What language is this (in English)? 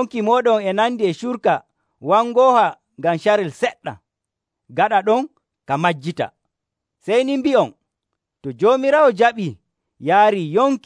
Nigerian Fulfulde